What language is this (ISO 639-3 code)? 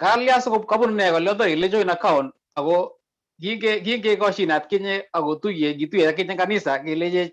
kln